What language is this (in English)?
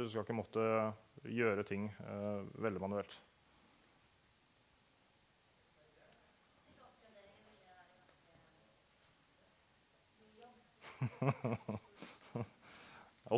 Norwegian